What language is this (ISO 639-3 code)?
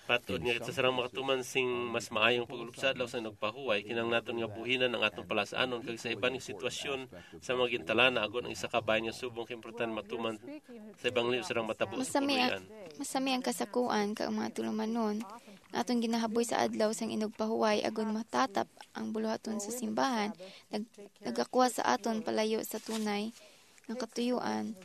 hil